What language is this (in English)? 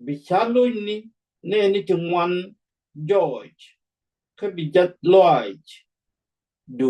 Nuer